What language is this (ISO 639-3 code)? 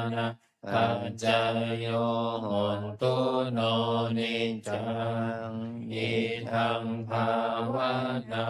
pli